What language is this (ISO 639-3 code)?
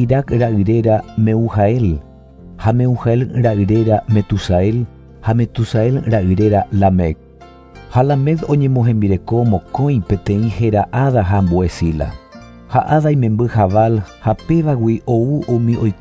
grn